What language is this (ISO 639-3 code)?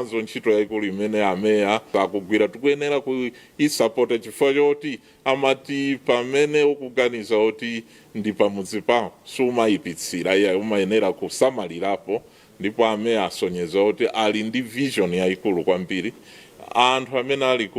nya